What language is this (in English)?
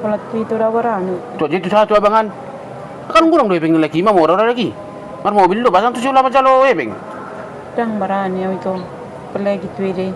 Batak Toba